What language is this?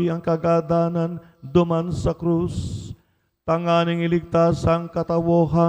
Bikol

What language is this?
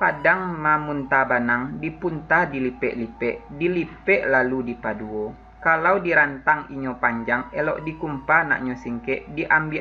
Minangkabau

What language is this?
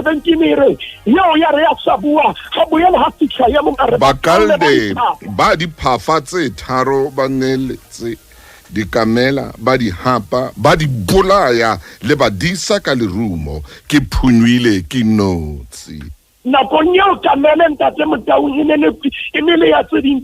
Southern Sotho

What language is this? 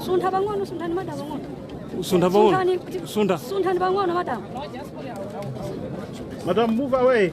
Nyanja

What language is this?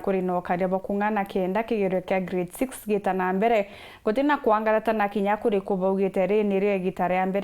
Meru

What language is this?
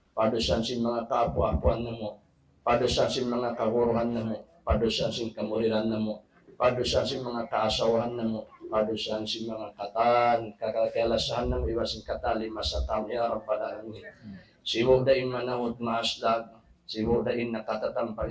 Tausug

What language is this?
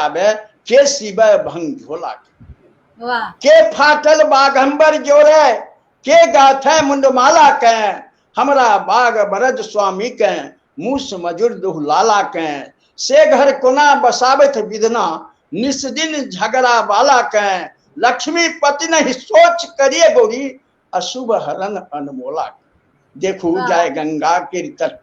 Maithili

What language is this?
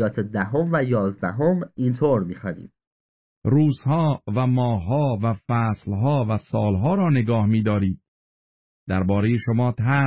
Persian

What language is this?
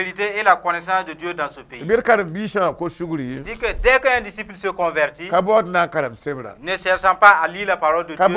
Mossi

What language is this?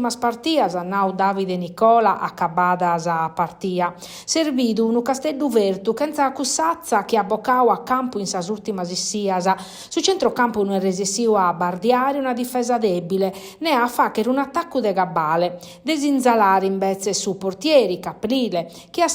Sardinian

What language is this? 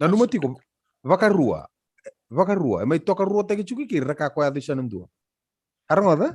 Fijian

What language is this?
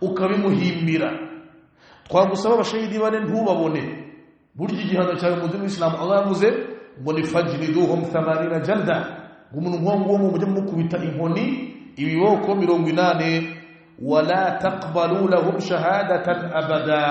Kinyarwanda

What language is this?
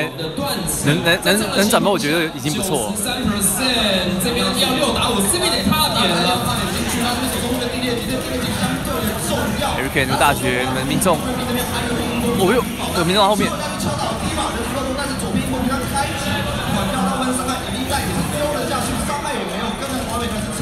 Chinese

